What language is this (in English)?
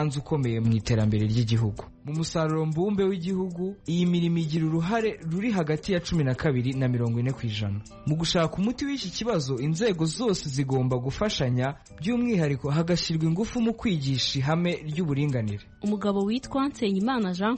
Kinyarwanda